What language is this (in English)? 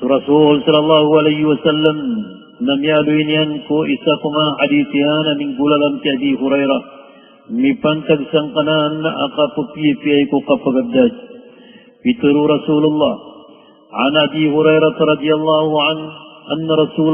Maranao